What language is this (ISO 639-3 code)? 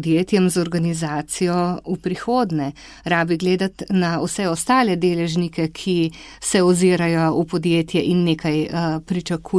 slv